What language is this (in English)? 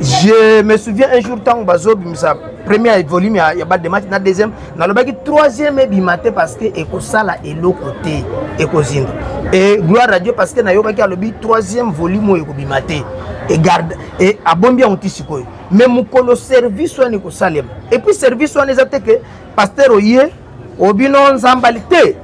Lingala